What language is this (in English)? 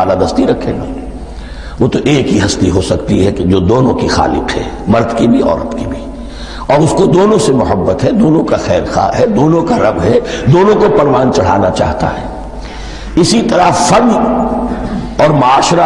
Urdu